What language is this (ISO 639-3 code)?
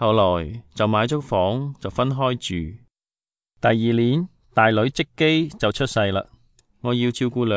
yue